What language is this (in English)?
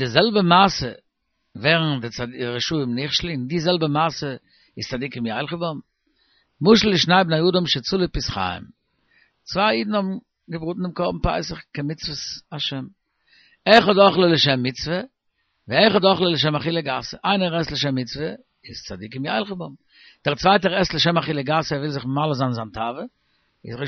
Yiddish